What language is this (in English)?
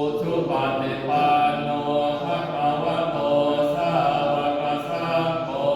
Pali